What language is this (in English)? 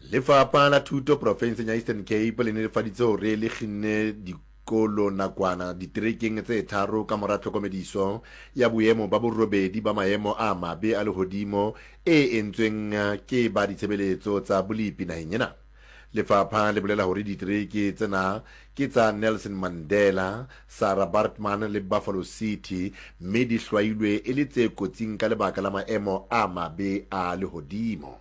Southern Sotho